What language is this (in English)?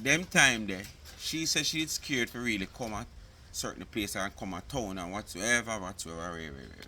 Jamaican Creole English